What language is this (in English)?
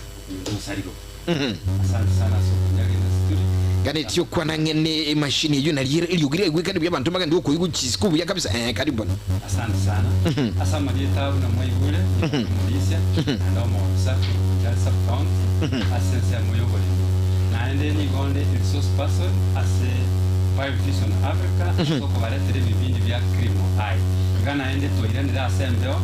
Gusii